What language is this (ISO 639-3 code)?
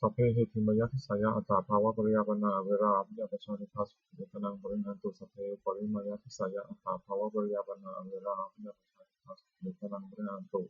pli